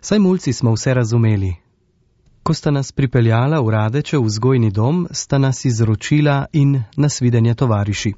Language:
Slovenian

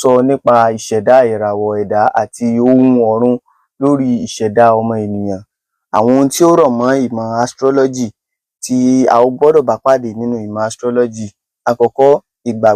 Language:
Yoruba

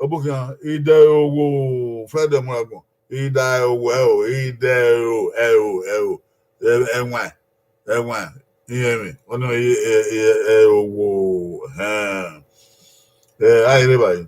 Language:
Bini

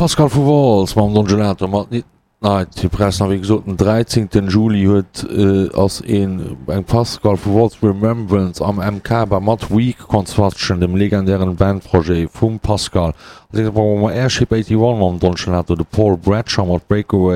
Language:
Luxembourgish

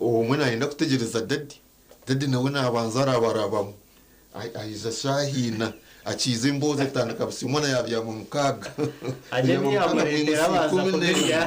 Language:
Nyankole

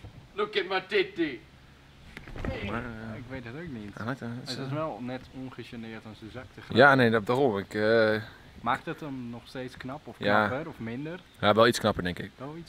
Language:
Dutch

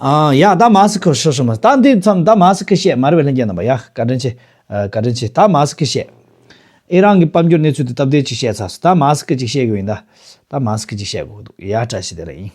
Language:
Tibetan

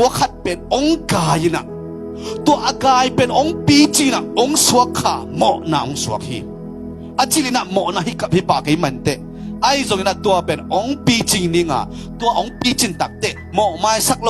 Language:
Tedim Chin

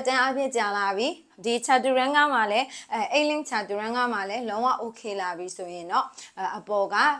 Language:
Burmese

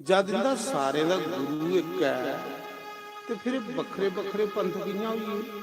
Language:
Dogri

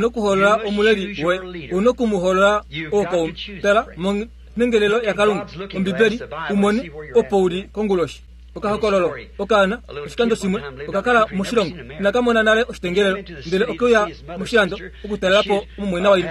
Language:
Kuanyama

